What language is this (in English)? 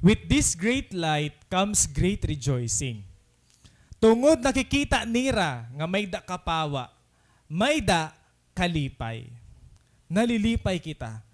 Waray